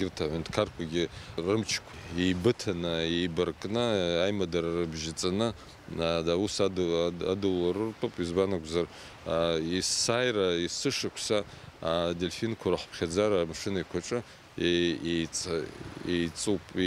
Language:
Abkhazian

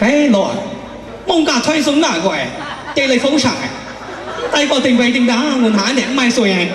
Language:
Kachin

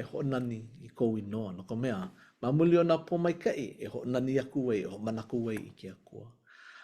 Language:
Hawaiian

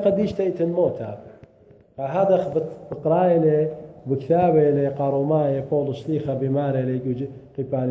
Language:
Assyrian Neo-Aramaic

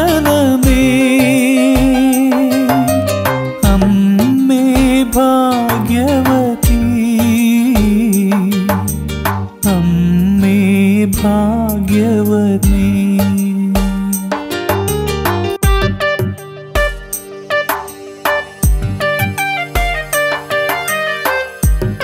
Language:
Malayalam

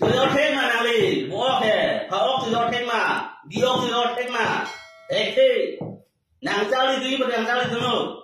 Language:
Karbi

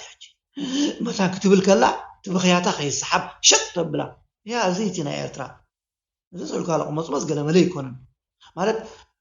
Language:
Tigrinya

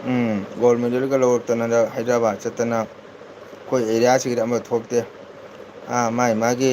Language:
Manipuri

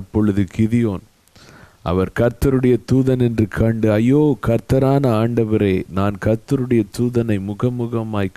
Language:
Tamil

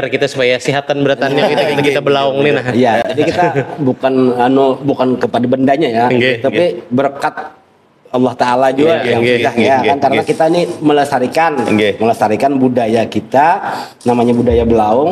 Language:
Banjar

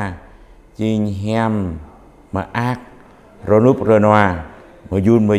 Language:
Jarai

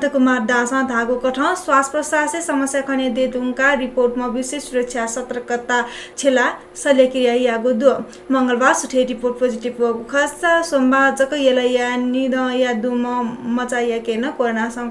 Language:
Newari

